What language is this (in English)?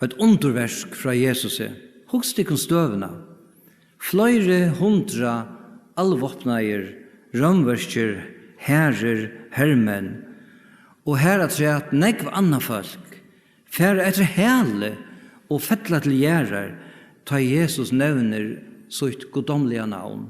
Faroese